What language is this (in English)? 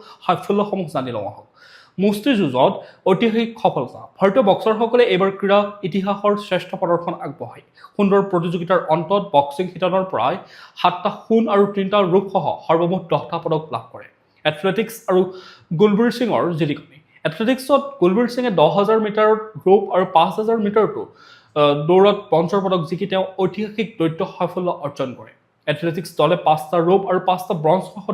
Assamese